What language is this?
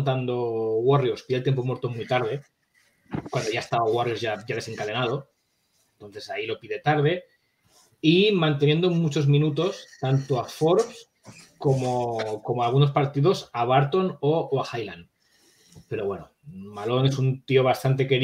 Spanish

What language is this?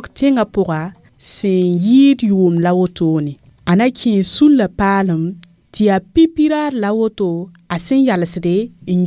Mossi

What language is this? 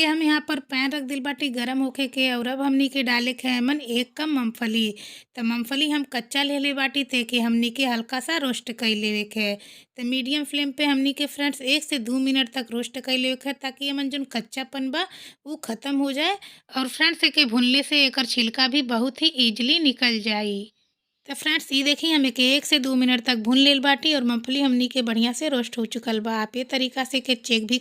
Bhojpuri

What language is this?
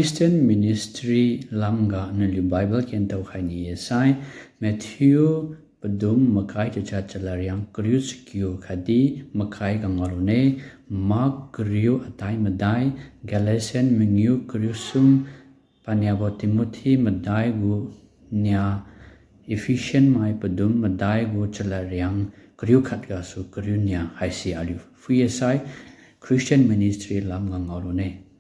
Liangmai Naga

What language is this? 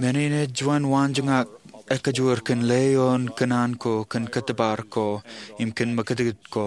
Marshallese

